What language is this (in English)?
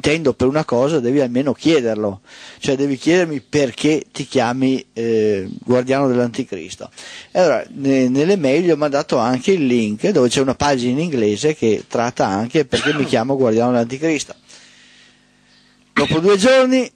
Italian